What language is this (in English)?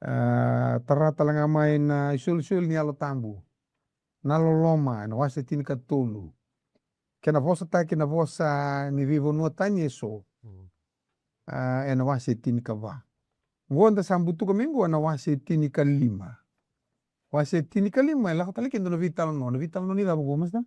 Fijian